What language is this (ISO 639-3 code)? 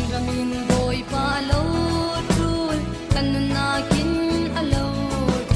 cfm